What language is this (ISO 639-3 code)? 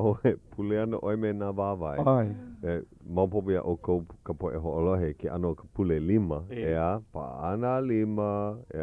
haw